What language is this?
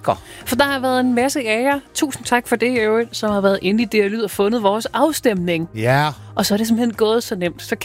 Danish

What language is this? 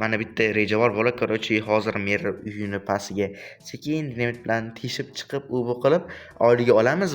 Uzbek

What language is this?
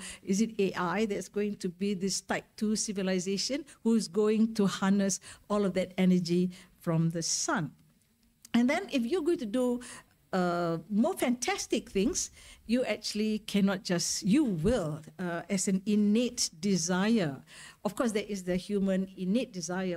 English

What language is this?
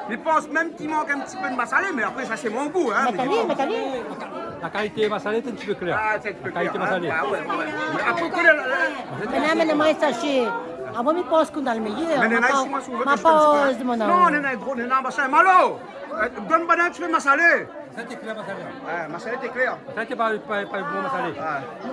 Réunion Creole French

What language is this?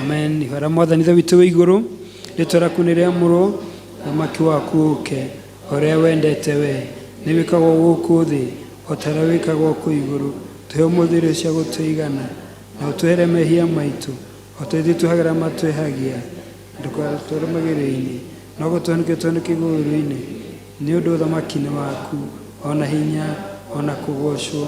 Kikuyu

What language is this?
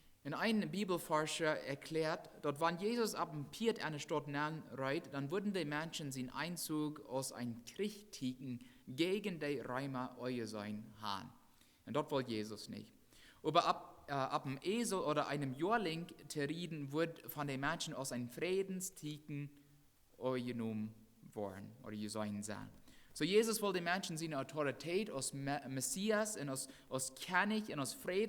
Plautdietsch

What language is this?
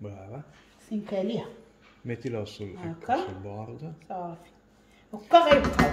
Moroccan Arabic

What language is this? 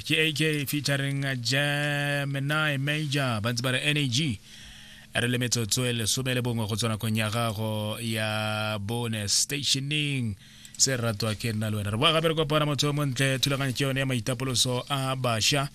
Tswana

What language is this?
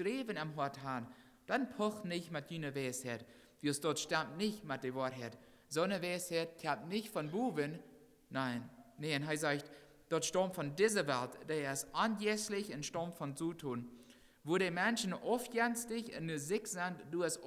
Plautdietsch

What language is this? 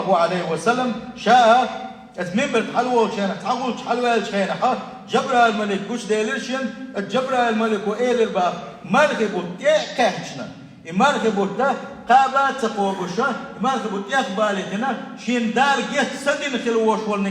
Chechen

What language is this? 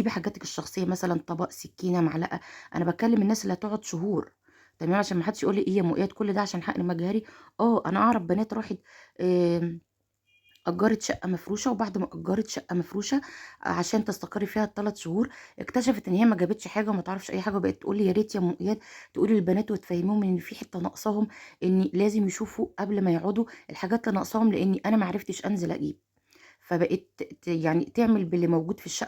Egyptian Arabic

